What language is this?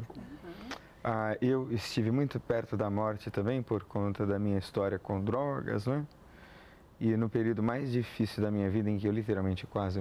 Portuguese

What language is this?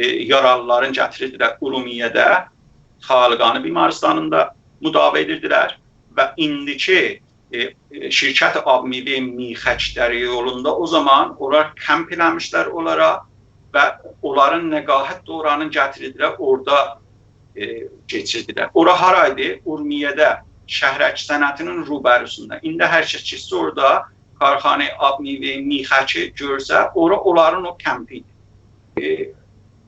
South Azerbaijani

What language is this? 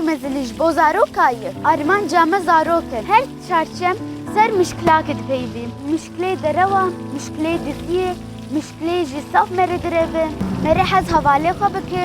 Kurdish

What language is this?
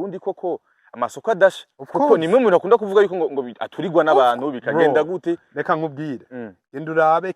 Rundi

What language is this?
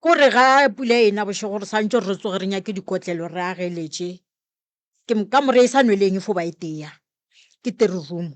Northern Sotho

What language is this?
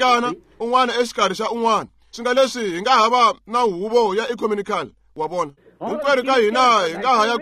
Tsonga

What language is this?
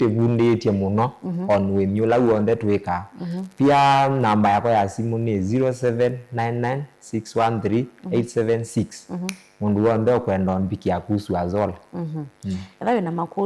Kamba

